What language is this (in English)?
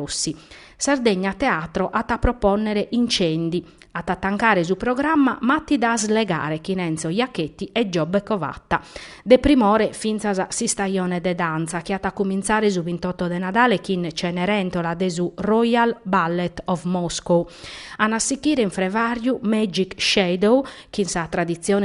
Sardinian